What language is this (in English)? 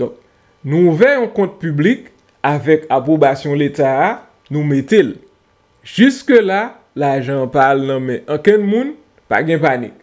Haitian Creole